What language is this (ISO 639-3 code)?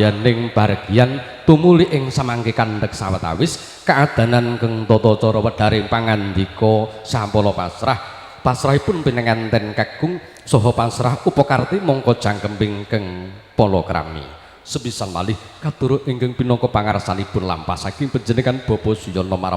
jav